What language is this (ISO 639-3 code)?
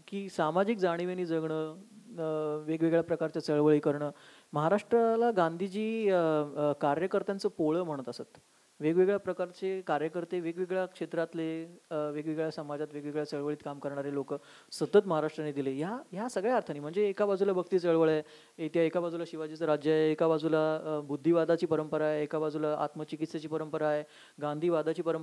mar